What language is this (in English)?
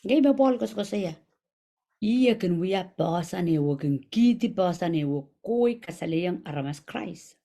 Pohnpeian